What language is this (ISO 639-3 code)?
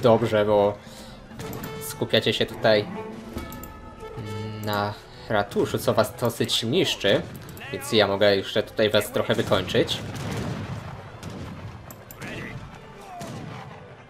pol